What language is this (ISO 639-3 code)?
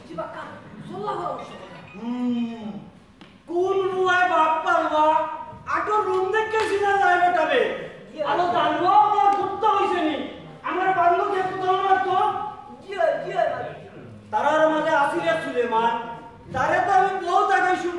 syl